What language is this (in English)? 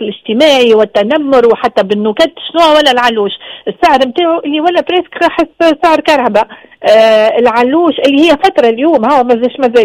Tunisian Arabic